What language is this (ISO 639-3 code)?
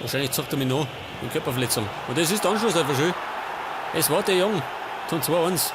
bar